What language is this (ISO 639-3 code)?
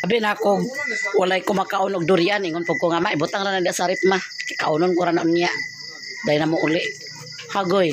ceb